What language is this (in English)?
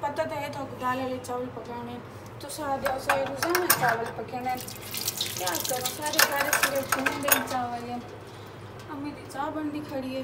Saraiki